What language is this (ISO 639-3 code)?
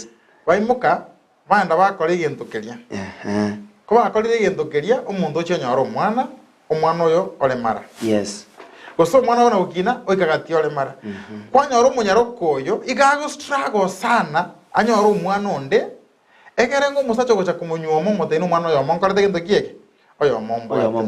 guz